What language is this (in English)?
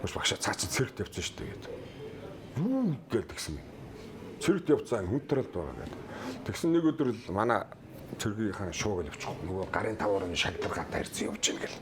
Mongolian